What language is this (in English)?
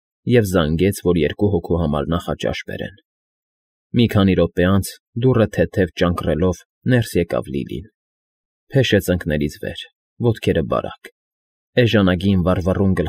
Armenian